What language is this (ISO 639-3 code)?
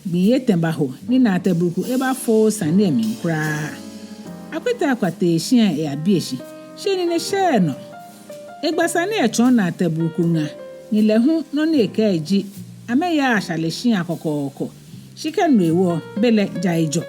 gaa